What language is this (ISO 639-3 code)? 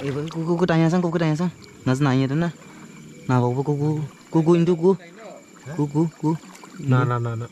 dis